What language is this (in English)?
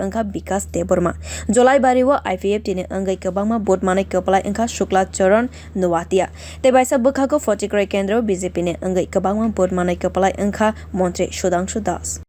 Kok Borok